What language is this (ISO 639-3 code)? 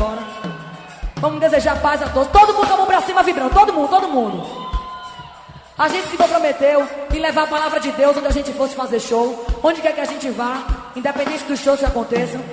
por